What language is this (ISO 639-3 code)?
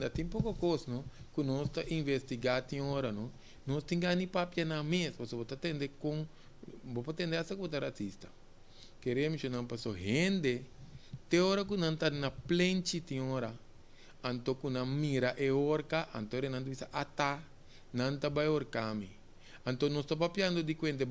pap